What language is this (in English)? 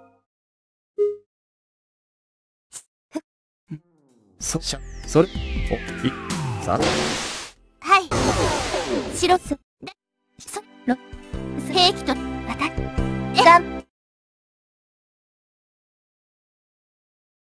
Japanese